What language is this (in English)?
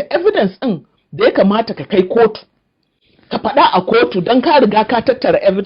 Hausa